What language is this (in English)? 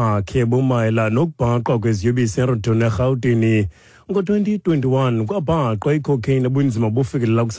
Xhosa